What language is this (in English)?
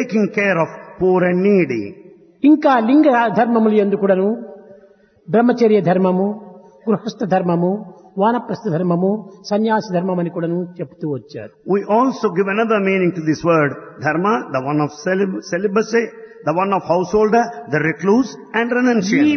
Telugu